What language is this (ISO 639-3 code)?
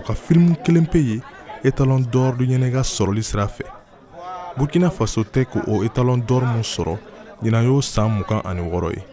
bam